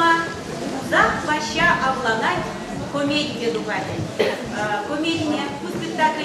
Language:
Chuvash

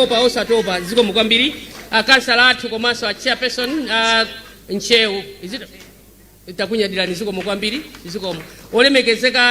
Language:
Nyanja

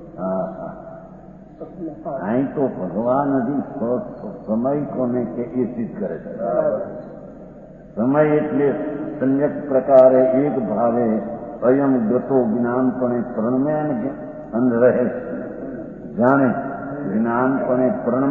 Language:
Gujarati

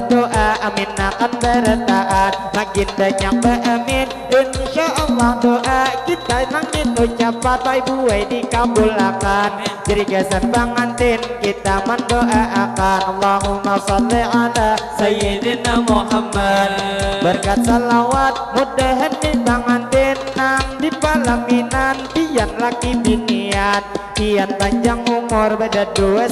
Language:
Banjar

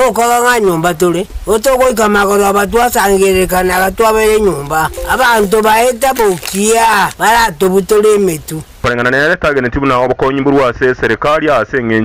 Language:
Gusii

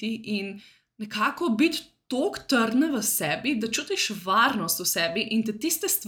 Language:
Slovenian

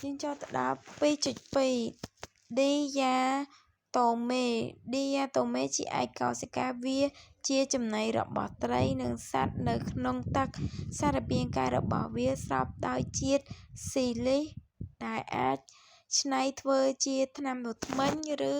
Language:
Khmer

